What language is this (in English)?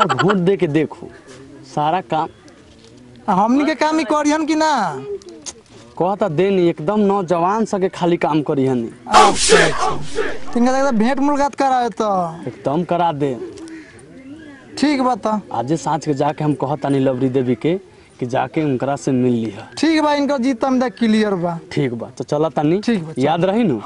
Bhojpuri